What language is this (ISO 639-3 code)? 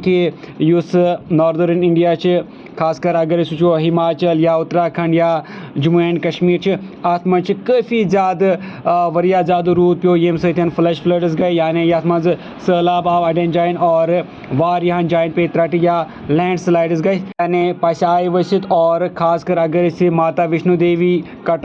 kas